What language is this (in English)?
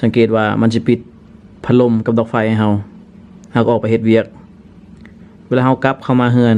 Lao